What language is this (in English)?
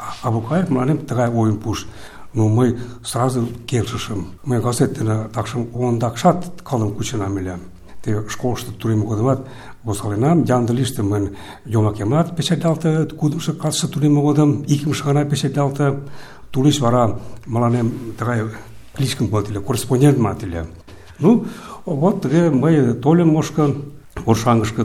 Mari